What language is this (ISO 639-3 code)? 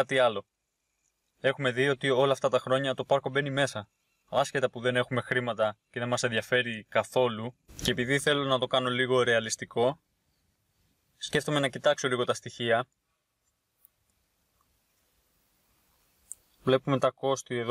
ell